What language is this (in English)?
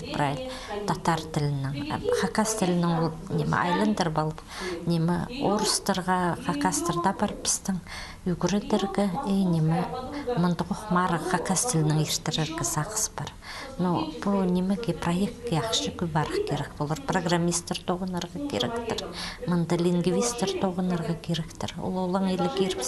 Khakas